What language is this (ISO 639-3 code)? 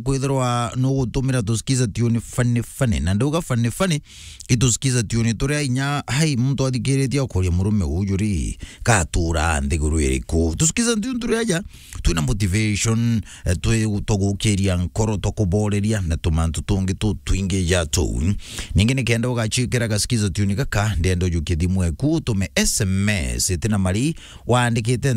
mer